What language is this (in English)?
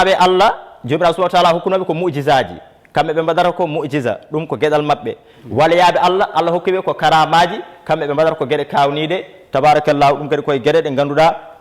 Fula